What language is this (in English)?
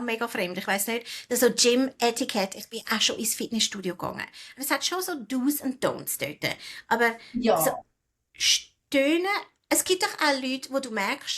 Swiss German